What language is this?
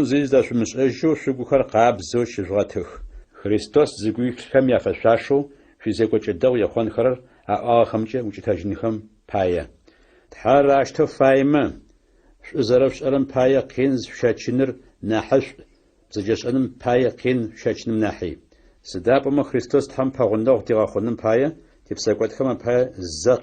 Adyghe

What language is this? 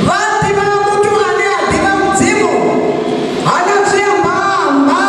Venda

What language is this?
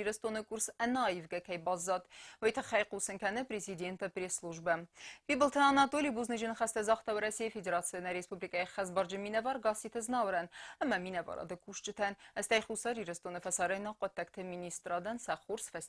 Ossetic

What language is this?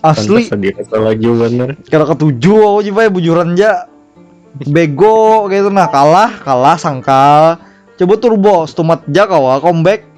Banjar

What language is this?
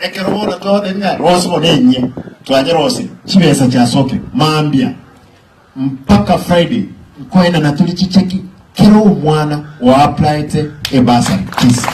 Gusii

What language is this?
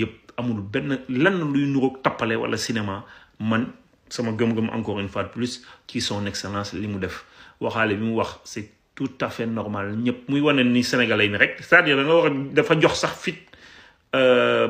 Wolof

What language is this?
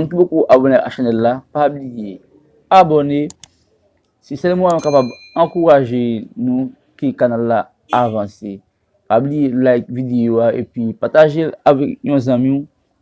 Haitian Creole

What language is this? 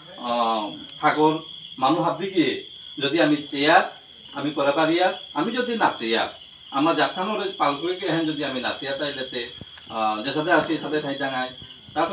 Bishnupriya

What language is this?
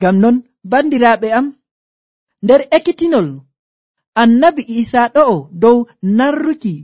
Nigerian Fulfulde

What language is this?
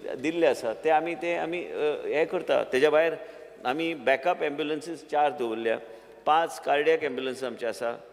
Konkani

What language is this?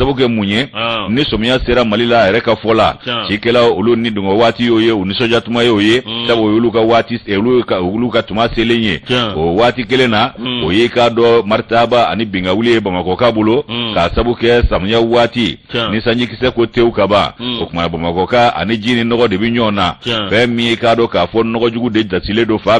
Bambara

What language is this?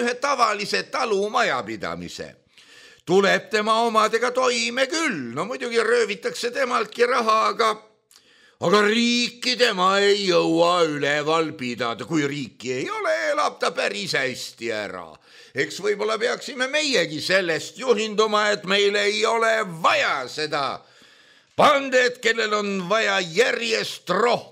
Estonian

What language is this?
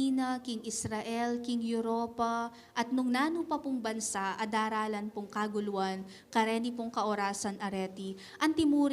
Pampanga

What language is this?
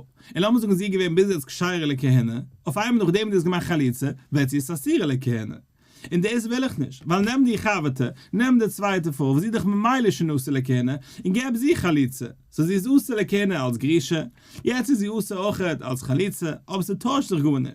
Yiddish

